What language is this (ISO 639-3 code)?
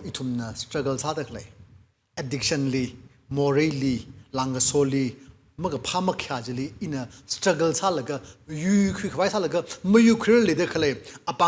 nmf